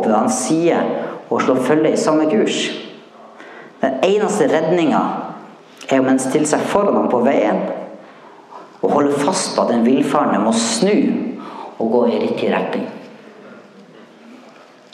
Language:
Norwegian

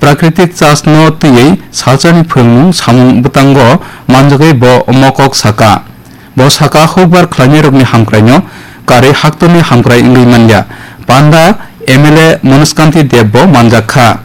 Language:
Kok Borok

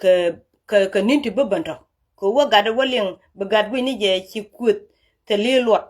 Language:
Nuer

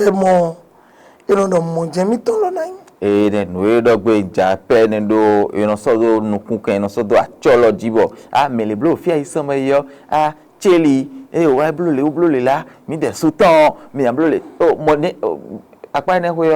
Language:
Fon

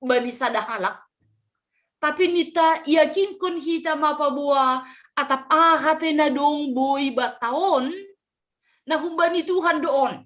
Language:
Batak Simalungun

